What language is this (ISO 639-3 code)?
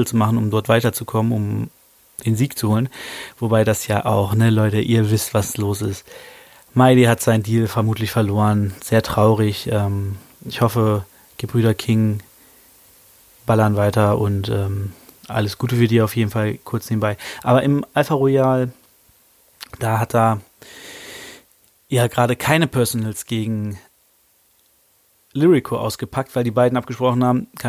deu